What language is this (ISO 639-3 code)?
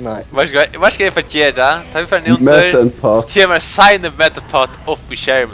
fao